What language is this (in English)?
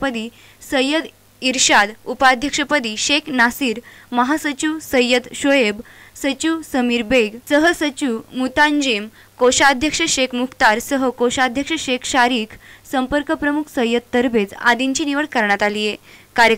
Marathi